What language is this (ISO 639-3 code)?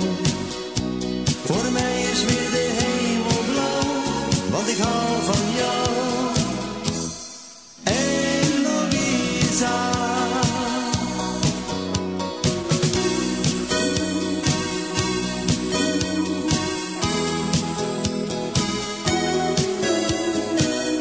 nld